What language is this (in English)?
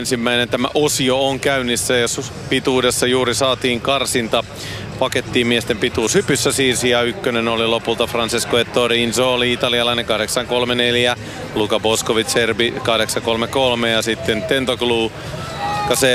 Finnish